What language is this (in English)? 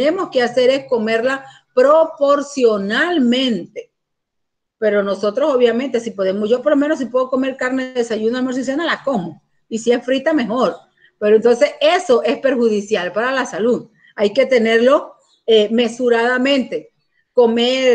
Spanish